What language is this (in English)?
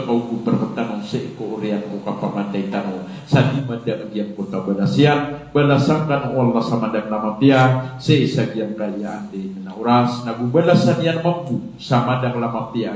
Maranao